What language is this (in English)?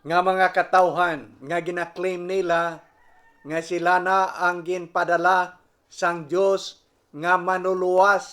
Hiligaynon